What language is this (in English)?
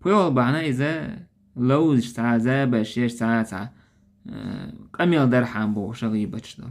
Chechen